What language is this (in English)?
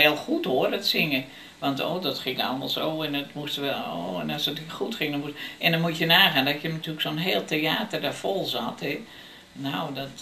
Dutch